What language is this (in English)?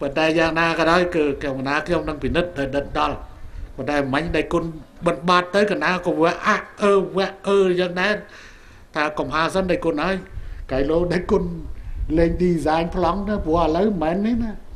Khmer